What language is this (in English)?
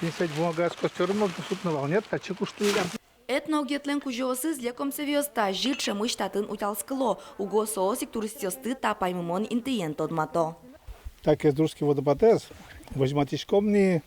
Udmurt